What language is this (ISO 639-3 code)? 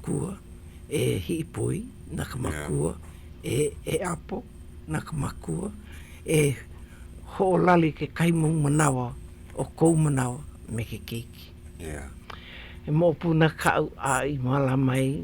haw